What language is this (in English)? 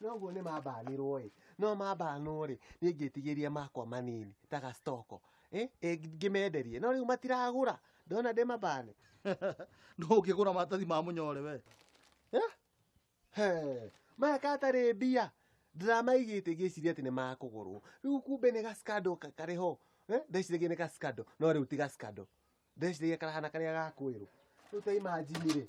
Kikuyu